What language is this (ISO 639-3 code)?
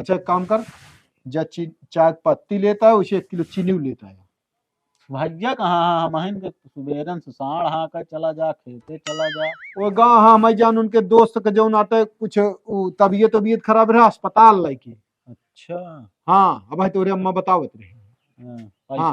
awa